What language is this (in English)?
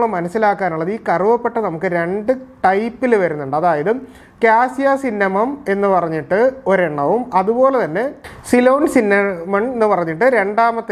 Malayalam